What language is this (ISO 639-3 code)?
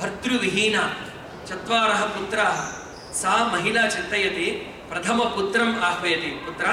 san